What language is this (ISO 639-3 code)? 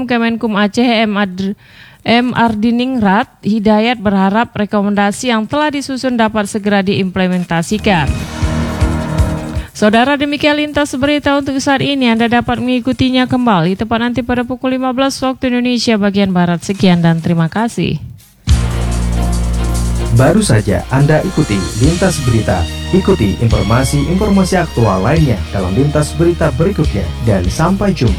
ind